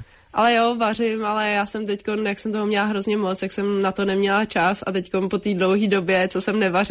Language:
Czech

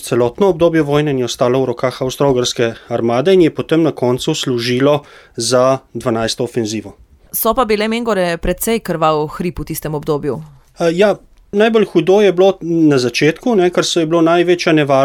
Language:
Slovenian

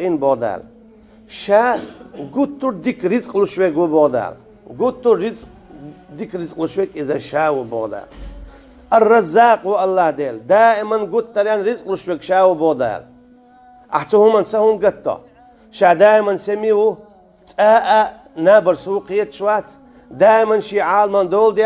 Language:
Chechen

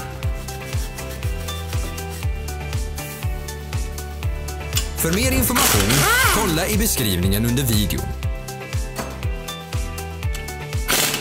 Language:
Swedish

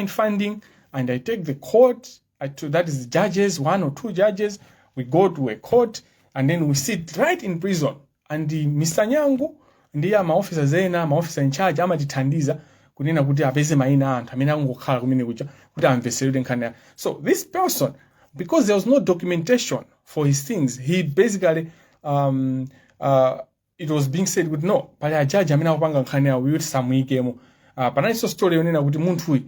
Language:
Nyanja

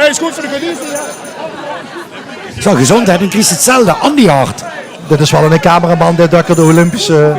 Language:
Limburgish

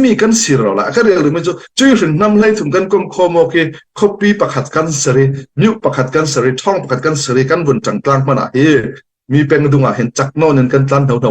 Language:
Falam Chin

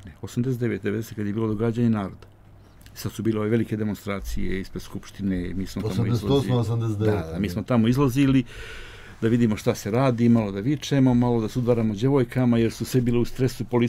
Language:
Serbian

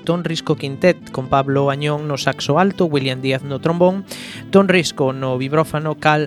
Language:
Galician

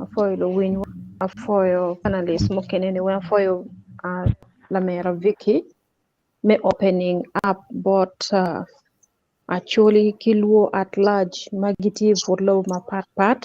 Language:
Acoli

